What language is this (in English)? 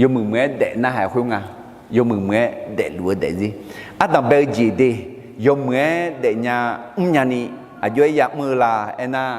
Akha